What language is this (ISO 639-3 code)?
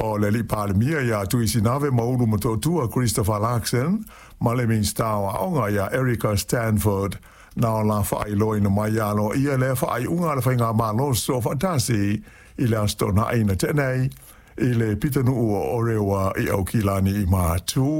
smo